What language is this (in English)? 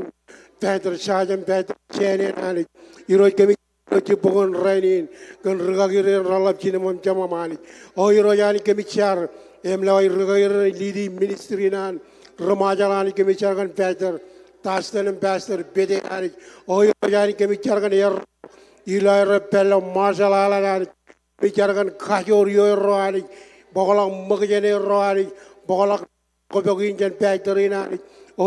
Marshallese